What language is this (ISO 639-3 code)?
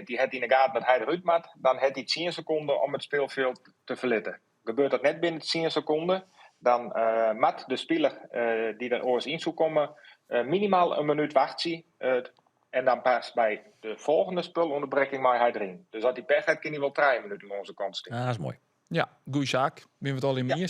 fry